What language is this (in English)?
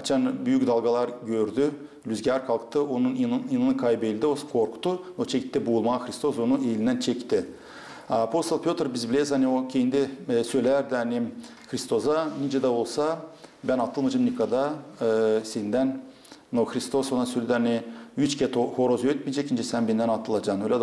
Gagauz